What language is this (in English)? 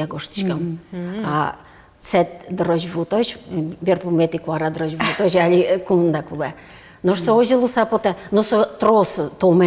Udmurt